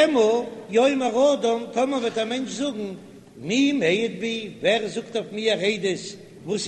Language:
Yiddish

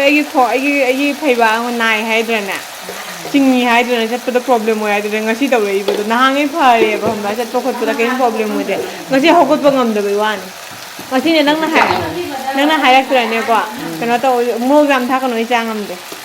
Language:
Manipuri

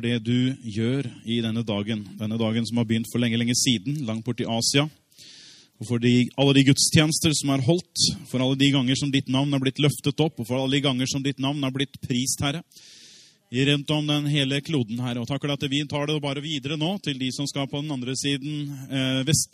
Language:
Norwegian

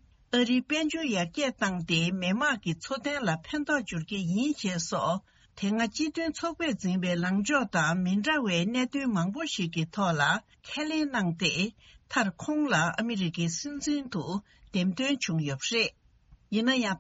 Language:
Tibetan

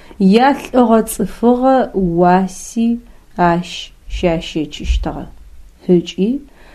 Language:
Adyghe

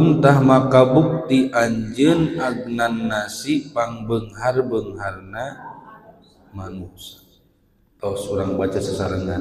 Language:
Sundanese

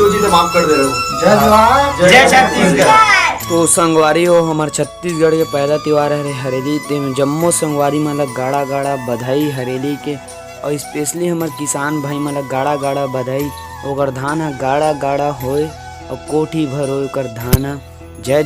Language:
Chhattisgarhi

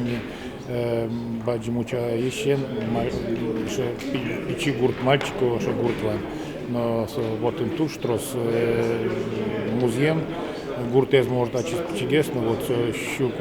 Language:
Udmurt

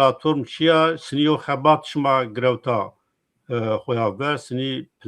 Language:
Zaza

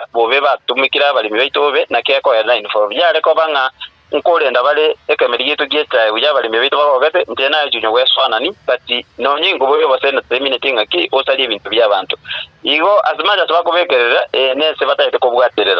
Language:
Gusii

